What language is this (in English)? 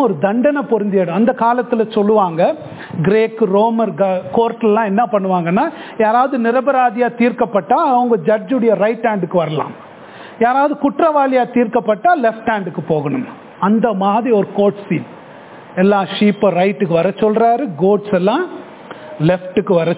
Tamil